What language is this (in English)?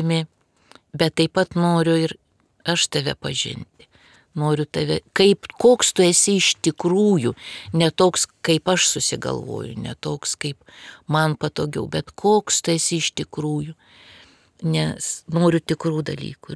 Lithuanian